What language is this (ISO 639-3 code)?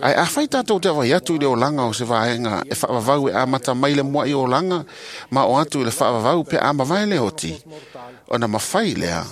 smo